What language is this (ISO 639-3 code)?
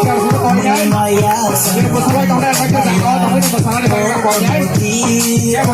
trp